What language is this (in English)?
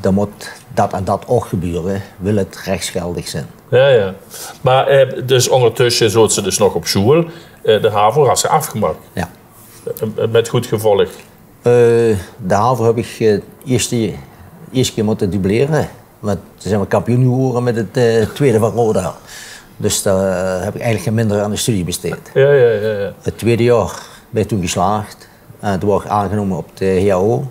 Limburgish